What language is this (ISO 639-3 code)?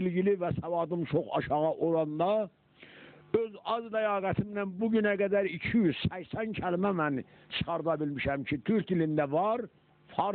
azb